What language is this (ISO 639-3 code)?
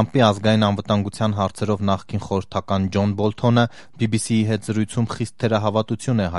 hye